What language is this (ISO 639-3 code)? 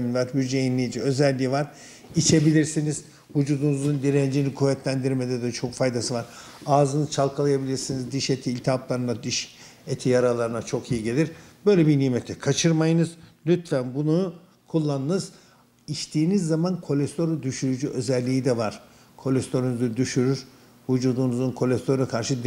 tur